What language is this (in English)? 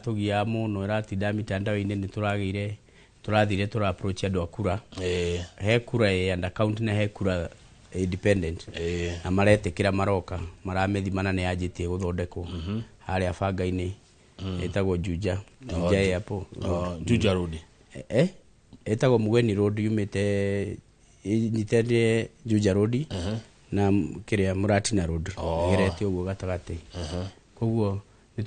Kikuyu